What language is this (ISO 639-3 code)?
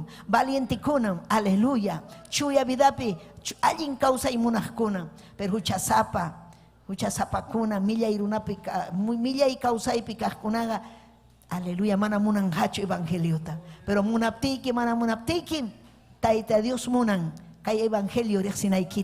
quy